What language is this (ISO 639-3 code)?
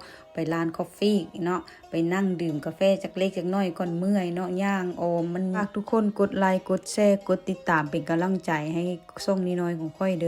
lao